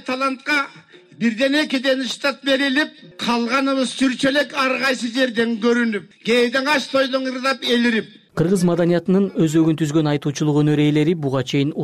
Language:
Kyrgyz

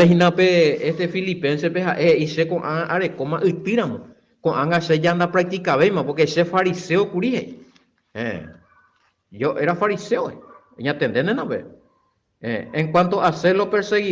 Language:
Guarani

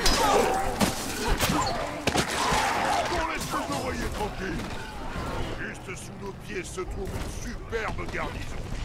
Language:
French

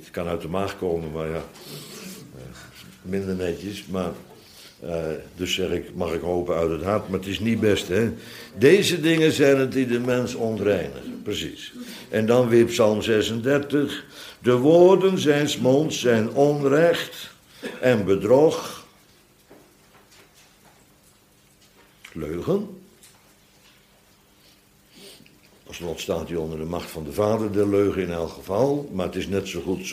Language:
Dutch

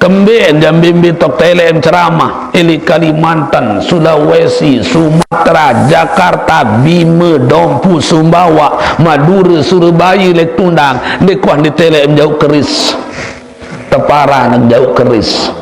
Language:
Sasak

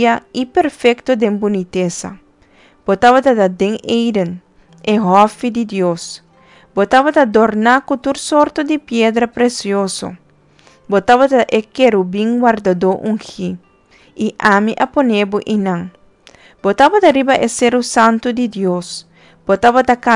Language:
Papiamento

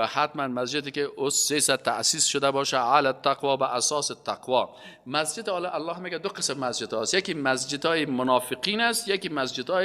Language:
Persian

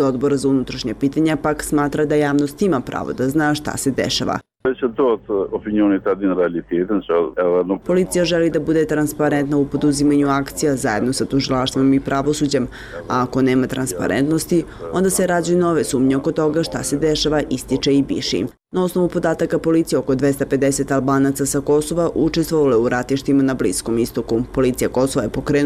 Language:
Bosnian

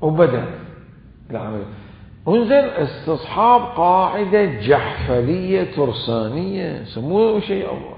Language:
Mesopotamian Arabic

